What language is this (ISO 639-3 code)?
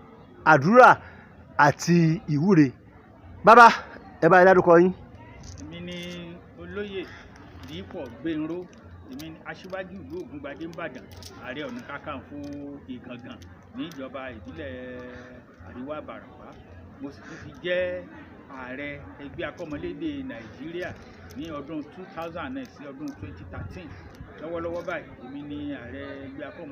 yor